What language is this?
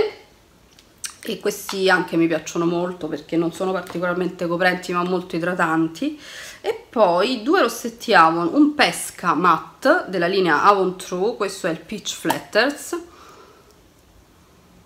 Italian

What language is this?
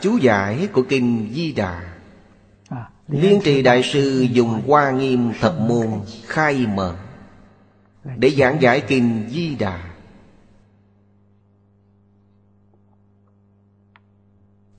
Vietnamese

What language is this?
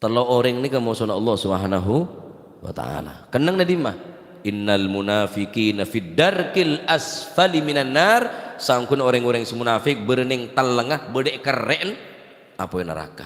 Madurese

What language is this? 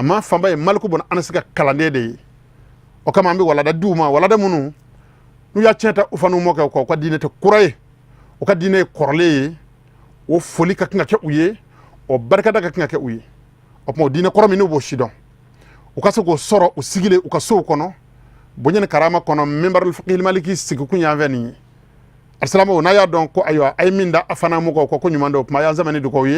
Bambara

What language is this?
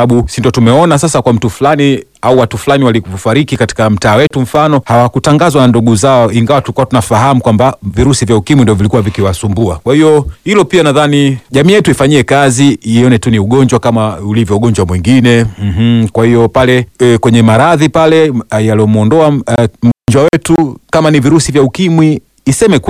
Swahili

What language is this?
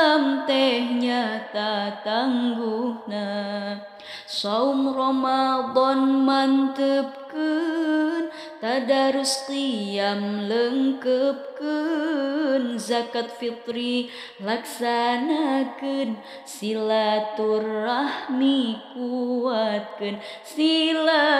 Sundanese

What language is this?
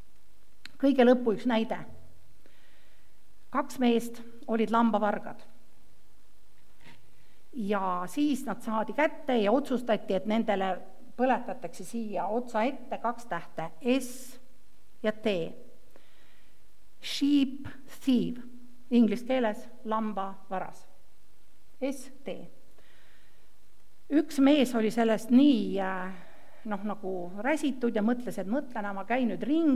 Estonian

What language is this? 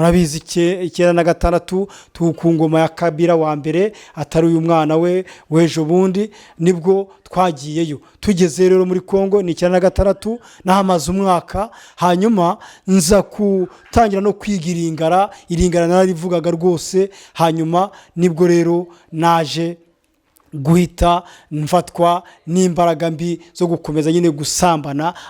Kinyarwanda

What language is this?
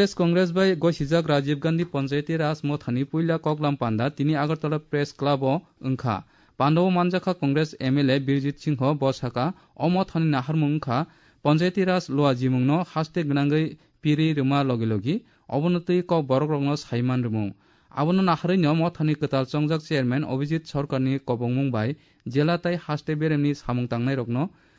Kok Borok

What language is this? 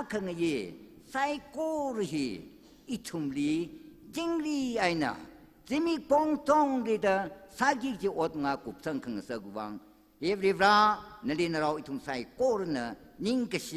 Tangkhul Naga (India)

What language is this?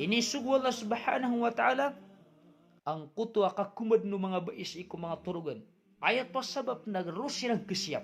Maranao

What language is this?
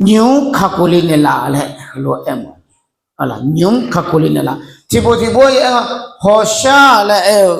Akha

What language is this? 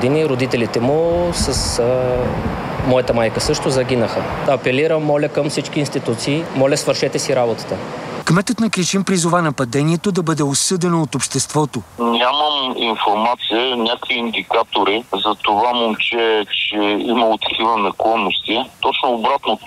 Bulgarian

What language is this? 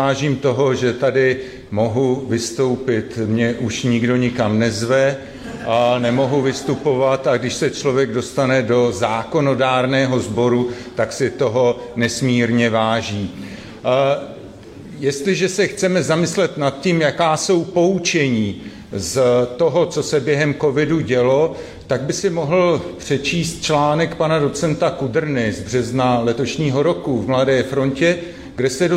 Czech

